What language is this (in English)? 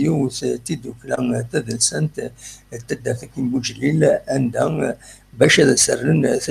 Kabyle